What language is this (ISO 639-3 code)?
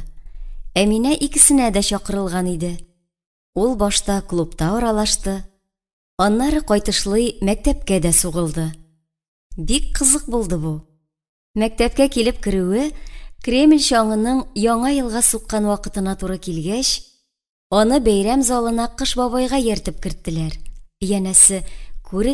tat